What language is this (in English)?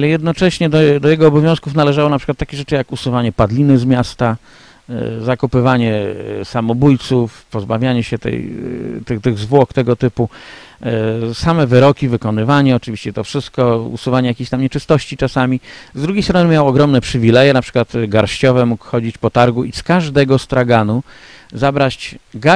Polish